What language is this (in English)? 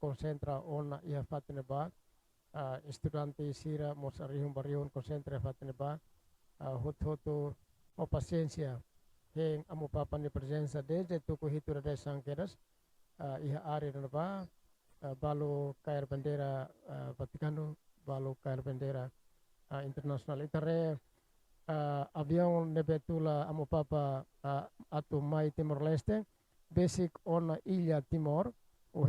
Tetum